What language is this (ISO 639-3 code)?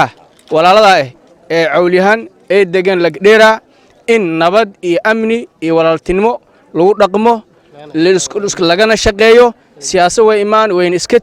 som